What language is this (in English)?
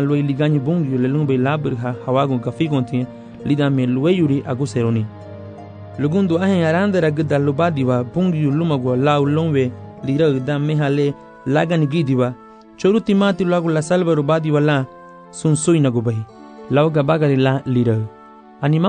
Garifuna